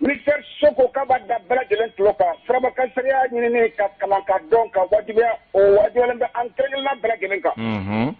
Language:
Bambara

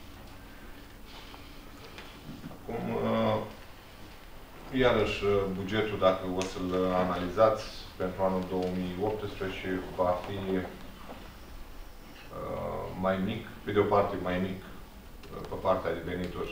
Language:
Romanian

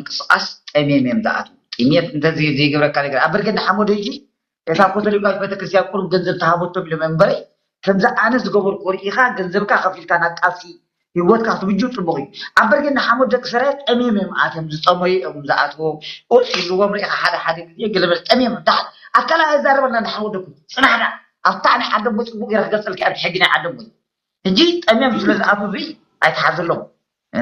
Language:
Tigrinya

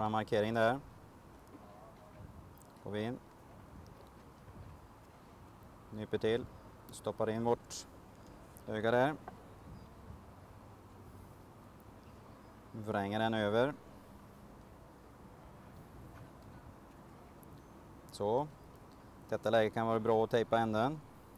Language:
Swedish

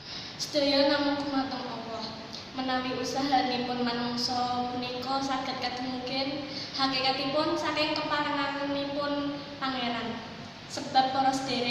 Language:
Javanese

